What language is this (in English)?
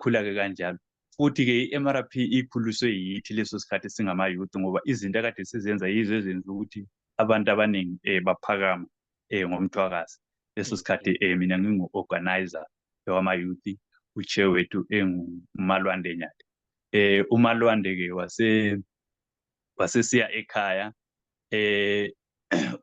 Zulu